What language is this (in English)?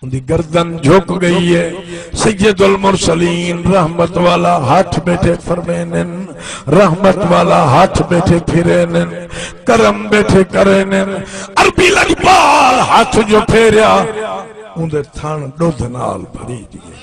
Saraiki